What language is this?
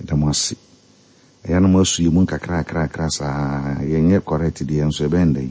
Akan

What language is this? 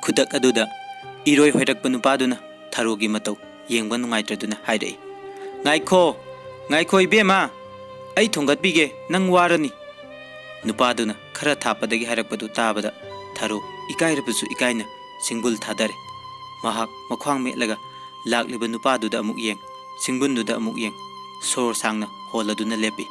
Manipuri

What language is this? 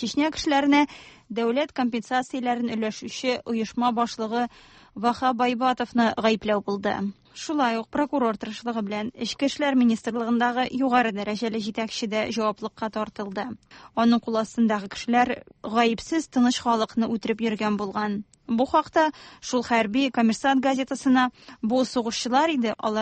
Tatar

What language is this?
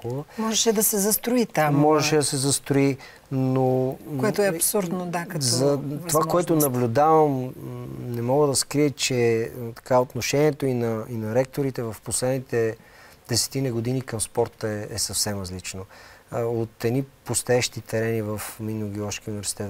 Bulgarian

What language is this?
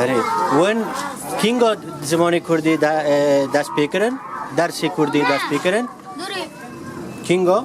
Kurdish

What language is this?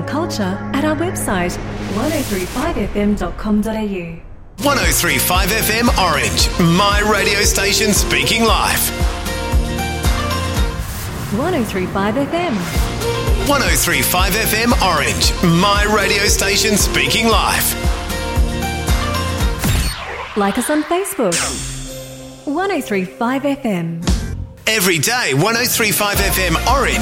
English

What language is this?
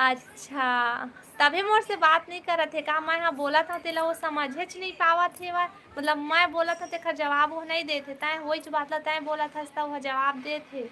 Chhattisgarhi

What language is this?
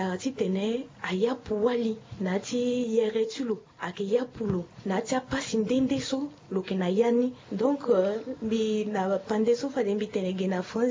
Sango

